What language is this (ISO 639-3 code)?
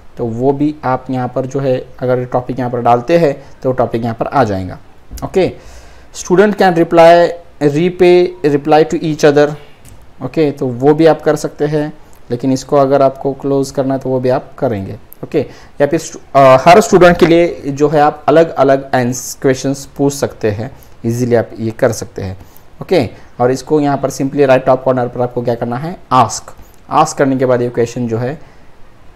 hin